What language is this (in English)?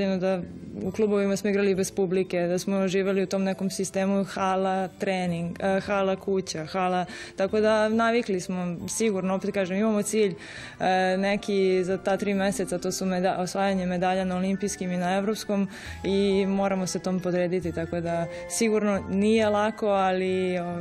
Serbian